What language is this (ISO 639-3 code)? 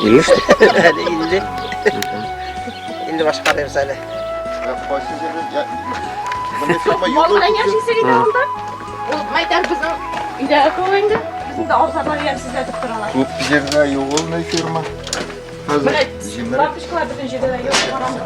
bak